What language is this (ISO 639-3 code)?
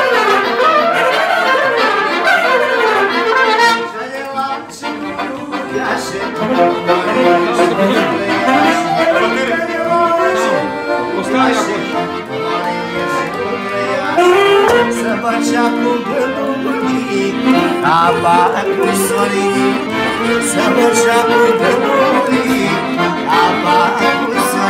ron